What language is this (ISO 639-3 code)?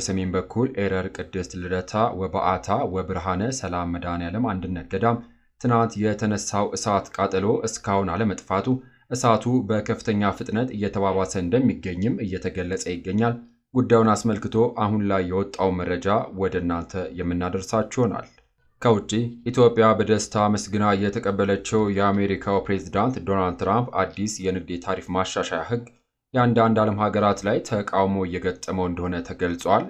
amh